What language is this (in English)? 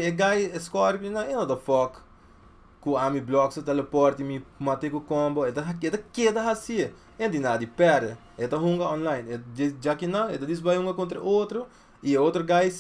Papiamento